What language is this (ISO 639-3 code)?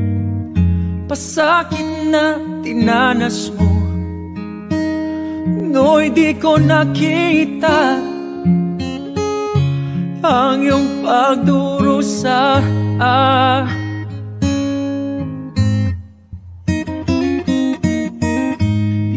fil